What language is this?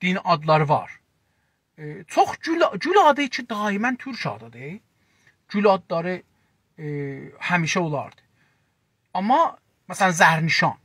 South Azerbaijani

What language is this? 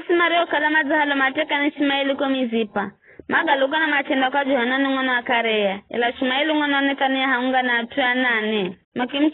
Giryama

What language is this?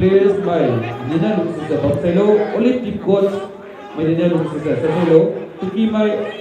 Maram Naga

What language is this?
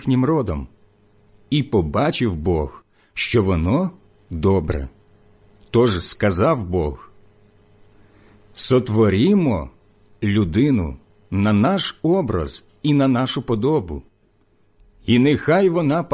Ukrainian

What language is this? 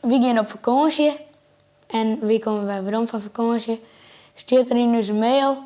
Western Frisian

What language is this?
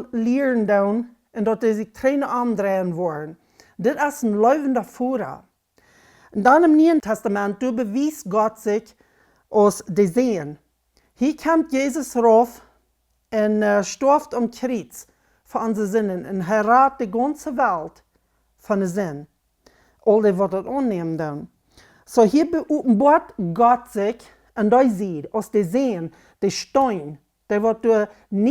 Plautdietsch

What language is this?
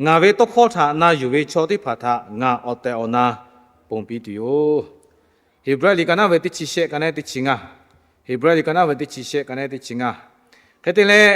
Lahu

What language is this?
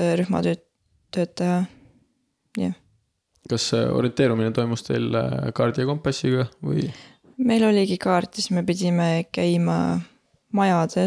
Estonian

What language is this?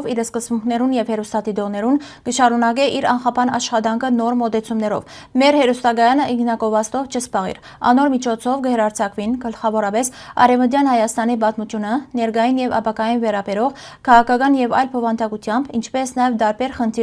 Western Armenian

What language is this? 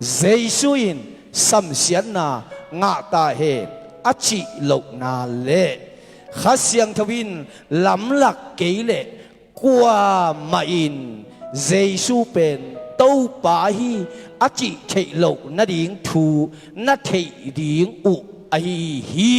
Tedim Chin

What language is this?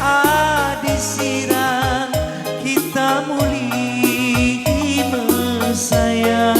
Batak Karo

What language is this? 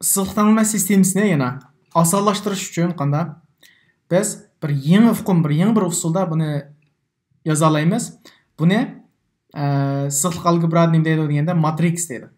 Uyghur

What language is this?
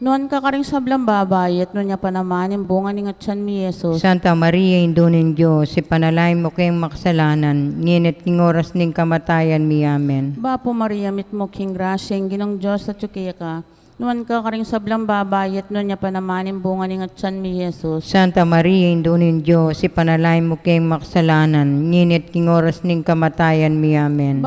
Pampanga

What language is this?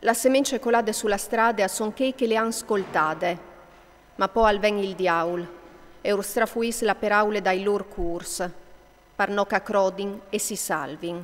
Friulian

